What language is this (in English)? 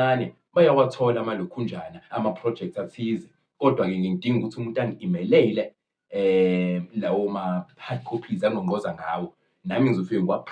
Zulu